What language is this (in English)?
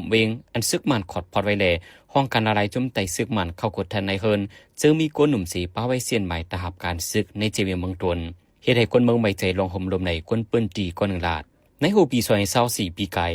Shan